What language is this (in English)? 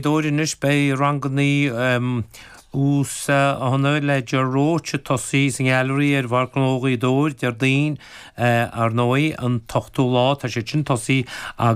Irish